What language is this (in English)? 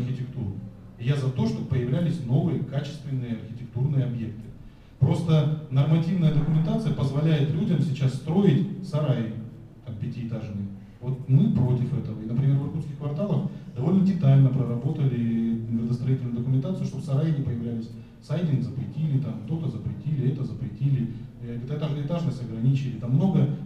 Russian